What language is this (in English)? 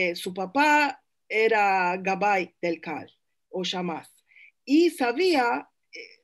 Ladino